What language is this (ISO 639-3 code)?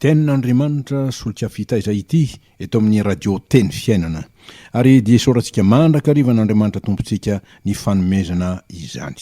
mlg